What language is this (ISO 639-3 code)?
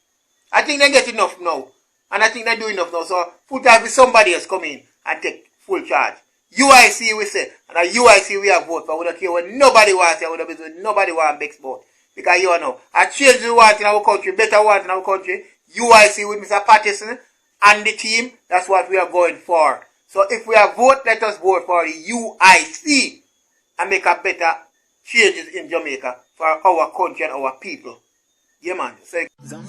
jam